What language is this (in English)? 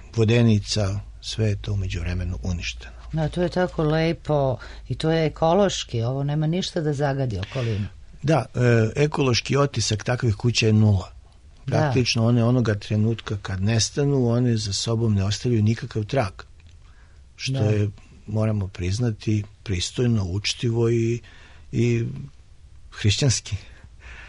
Serbian